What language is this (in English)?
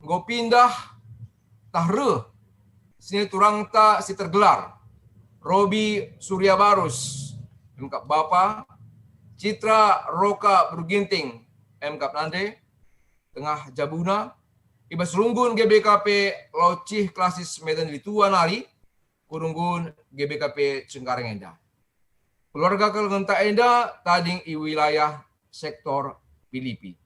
Batak Karo